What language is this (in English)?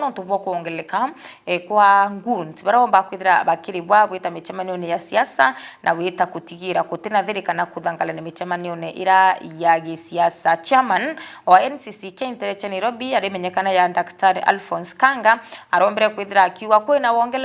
Meru